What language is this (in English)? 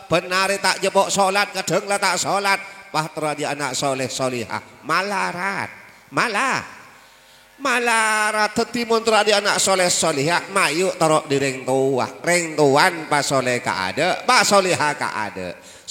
Madurese